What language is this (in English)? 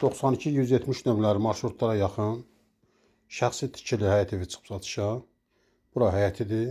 Azerbaijani